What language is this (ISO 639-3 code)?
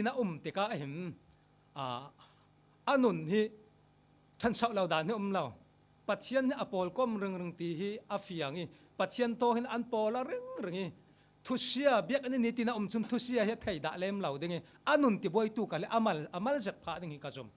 cfm